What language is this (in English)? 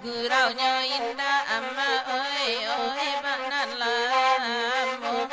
Minangkabau